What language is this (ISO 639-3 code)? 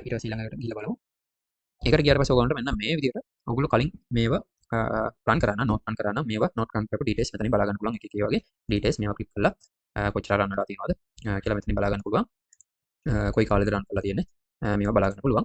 sin